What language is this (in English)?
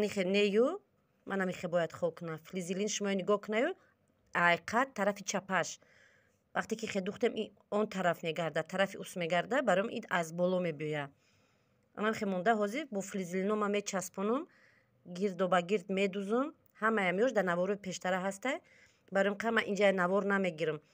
Tajik